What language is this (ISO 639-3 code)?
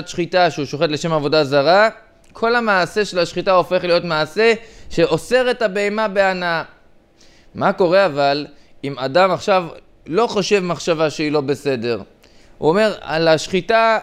heb